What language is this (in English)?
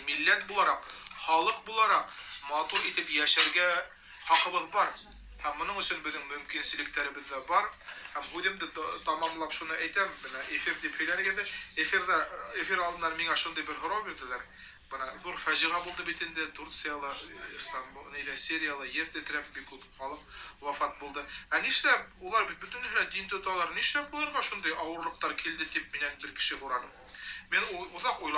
Bashkir